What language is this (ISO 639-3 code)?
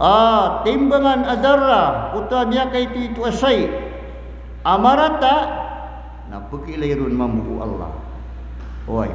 mrw